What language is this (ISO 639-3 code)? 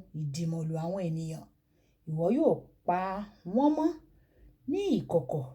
yor